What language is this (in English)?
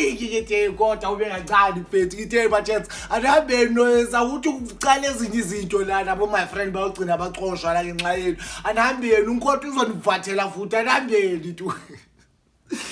Zulu